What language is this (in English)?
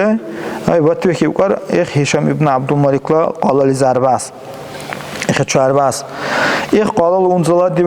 Dargwa